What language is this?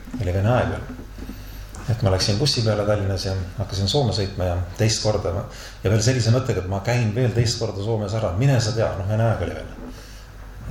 Estonian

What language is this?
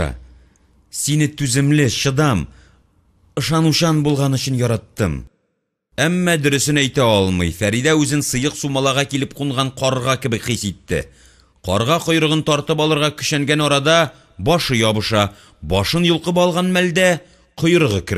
Tatar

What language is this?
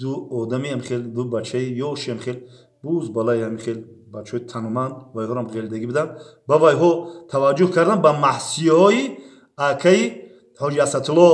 Tajik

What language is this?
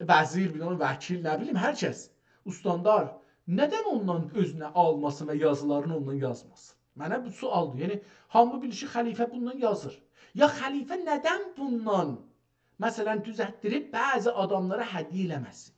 South Azerbaijani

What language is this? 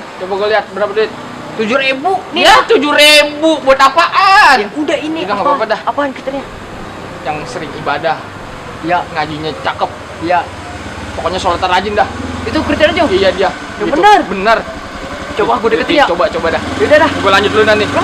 Betawi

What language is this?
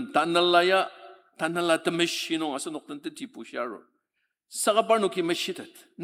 Ao Naga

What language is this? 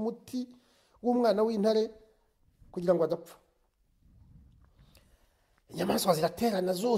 Kinyarwanda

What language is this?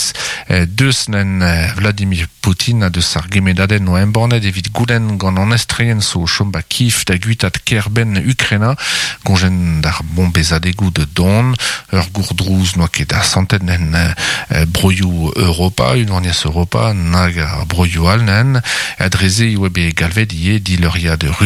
Breton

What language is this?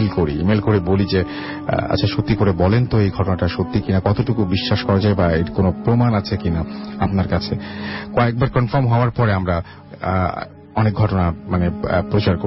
Bangla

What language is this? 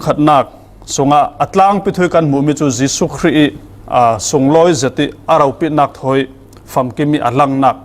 Falam Chin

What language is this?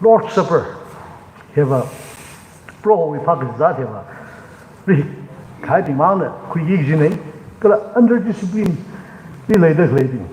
Tangkhul Naga (India)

